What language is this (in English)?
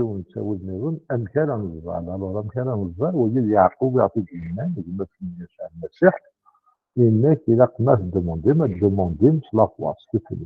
Kabyle